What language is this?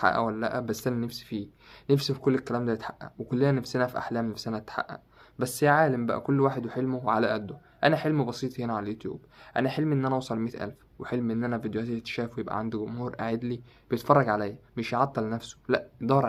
Egyptian Arabic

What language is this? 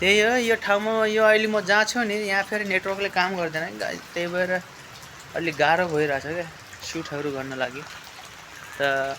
Nepali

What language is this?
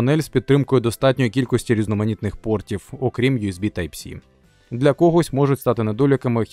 Ukrainian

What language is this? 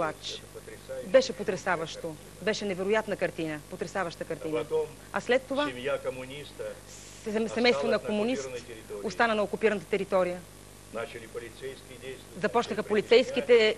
Bulgarian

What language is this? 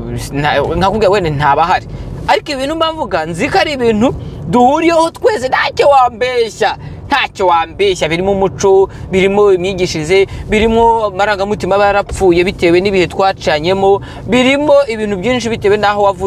Kinyarwanda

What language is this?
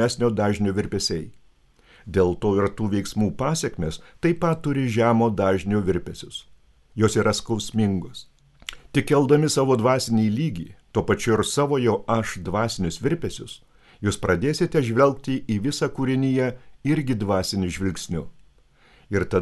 Lithuanian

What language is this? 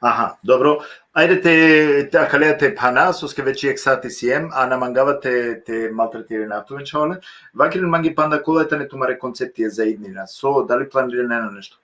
Balkan Romani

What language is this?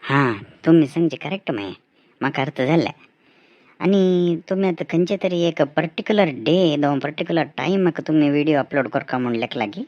Konkani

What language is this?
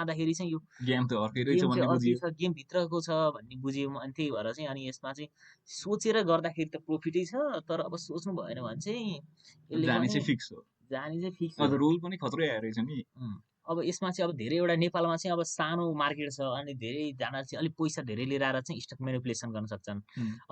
Nepali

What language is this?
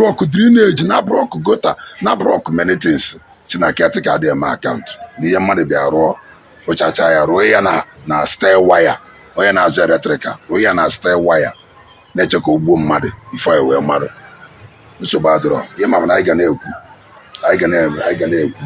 Igbo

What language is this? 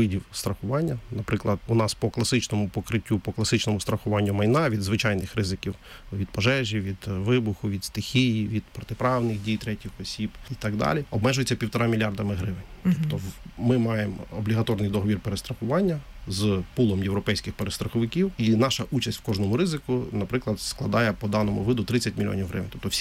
Ukrainian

